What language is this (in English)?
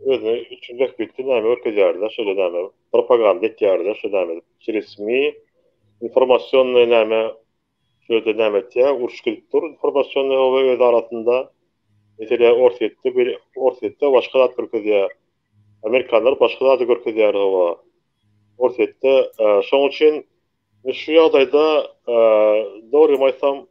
Turkmen